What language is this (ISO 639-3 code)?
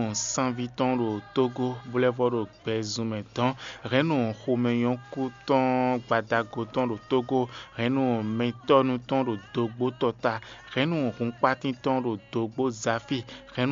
fon